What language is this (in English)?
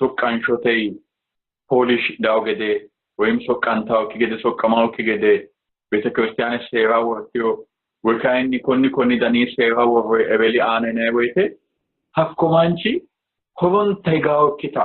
Sidamo